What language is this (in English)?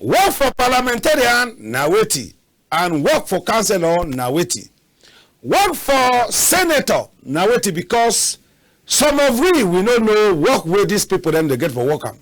Cameroon Pidgin